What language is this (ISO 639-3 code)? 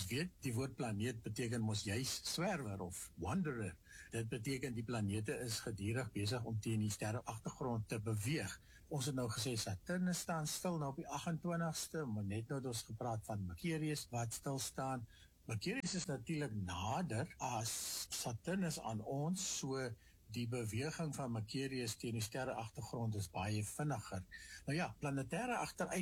afr